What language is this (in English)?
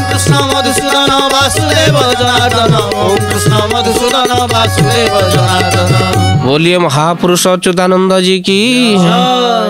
Odia